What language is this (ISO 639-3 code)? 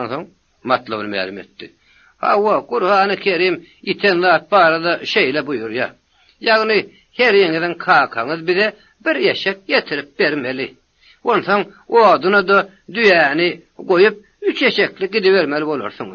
tuk